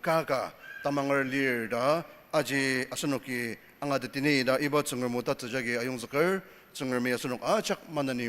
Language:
Ao Naga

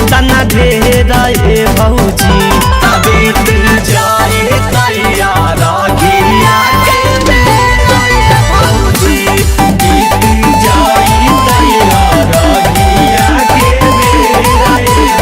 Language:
Magahi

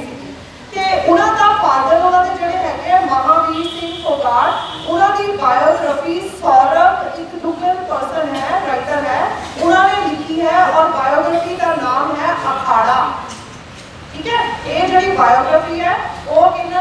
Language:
Punjabi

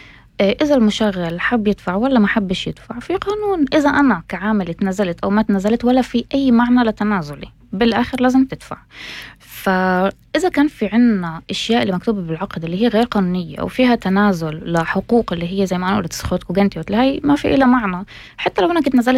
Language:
North Levantine Arabic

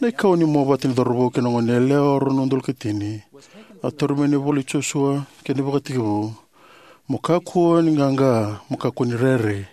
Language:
Fijian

